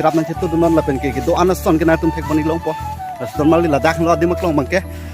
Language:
Karbi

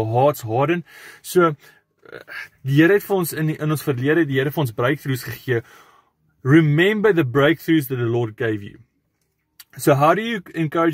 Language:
Afrikaans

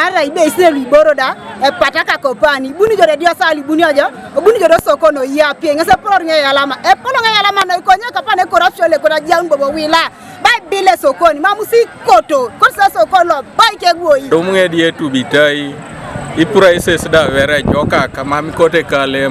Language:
Teso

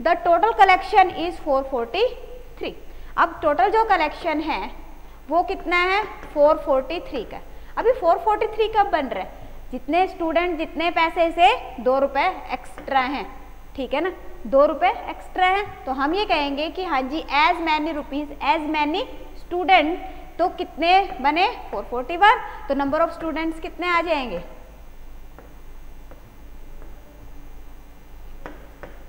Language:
Hindi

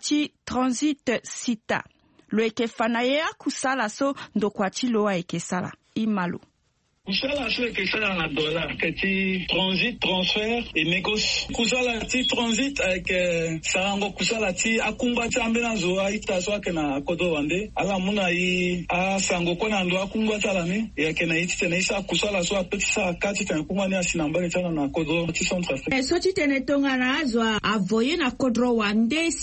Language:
Sango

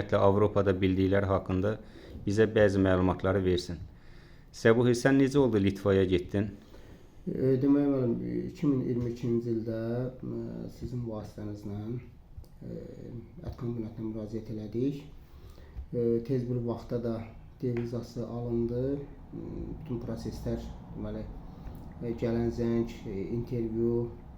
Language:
Azerbaijani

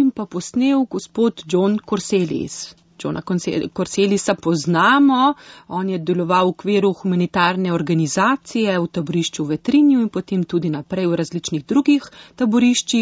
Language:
Slovenian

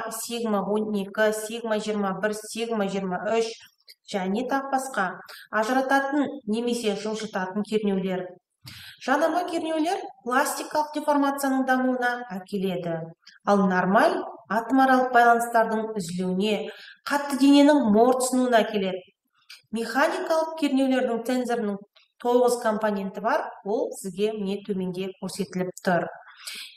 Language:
Kazakh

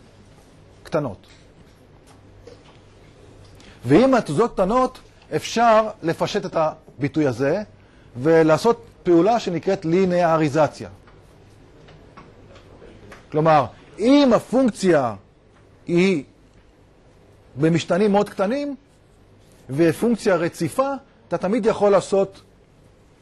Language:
Hebrew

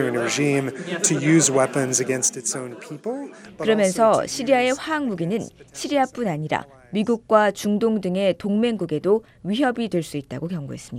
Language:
Korean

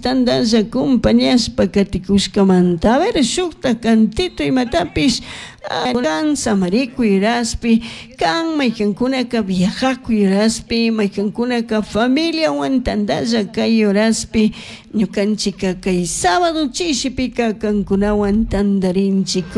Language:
Chimborazo Highland Quichua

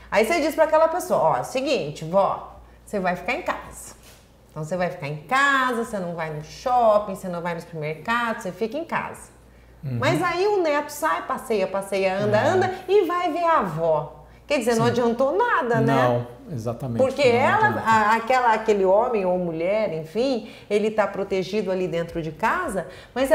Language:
Portuguese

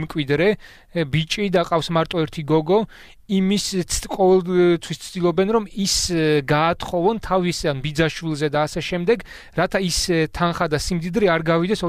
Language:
Georgian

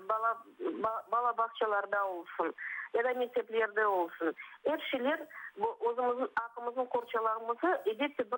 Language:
Crimean Tatar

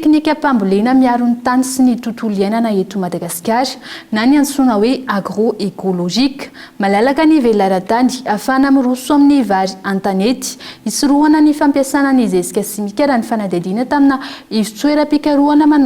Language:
Malagasy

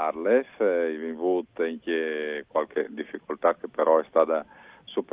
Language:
Friulian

